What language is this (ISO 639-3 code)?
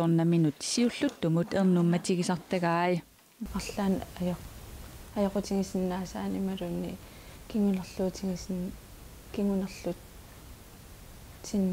kal